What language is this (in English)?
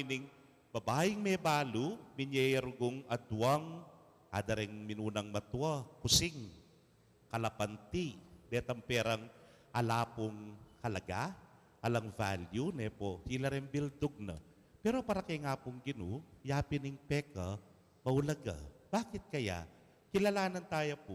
Pampanga